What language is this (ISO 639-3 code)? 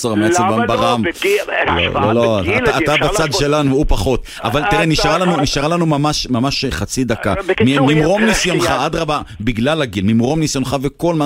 heb